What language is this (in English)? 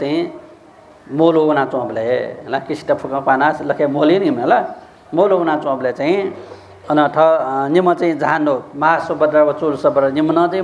Newari